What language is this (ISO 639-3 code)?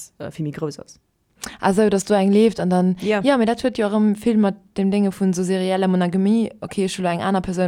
ltz